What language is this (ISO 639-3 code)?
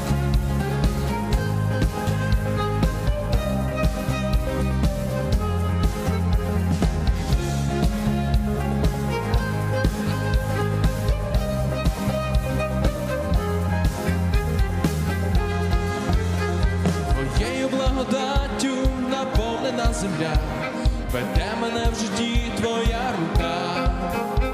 ukr